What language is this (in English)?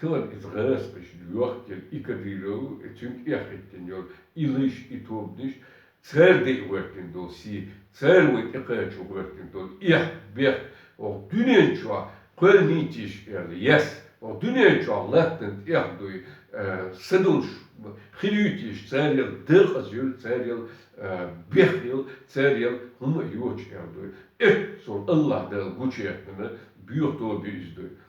Chechen